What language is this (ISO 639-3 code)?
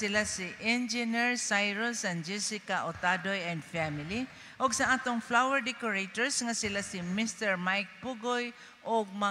ceb